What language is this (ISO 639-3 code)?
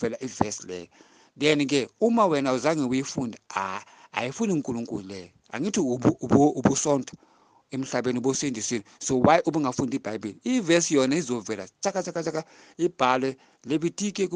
zul